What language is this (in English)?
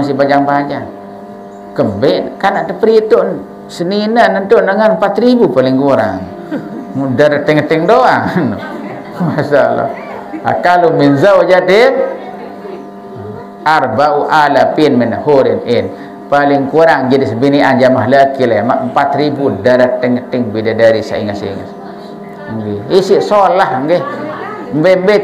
Sasak